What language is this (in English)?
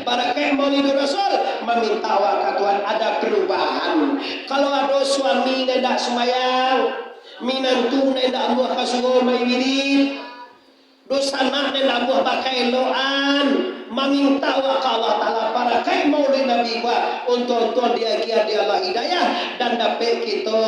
Minangkabau